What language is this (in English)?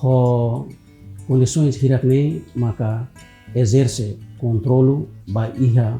Tetum